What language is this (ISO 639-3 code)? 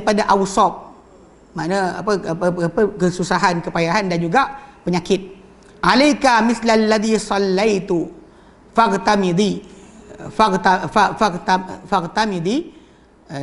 msa